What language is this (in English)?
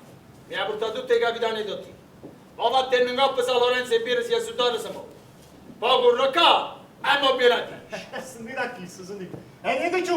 Neapolitan